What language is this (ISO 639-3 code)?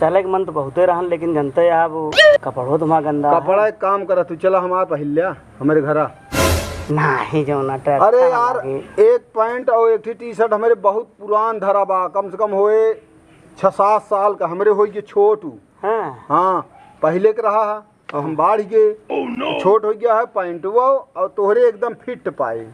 awa